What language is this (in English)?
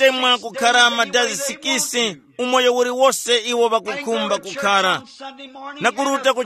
Tumbuka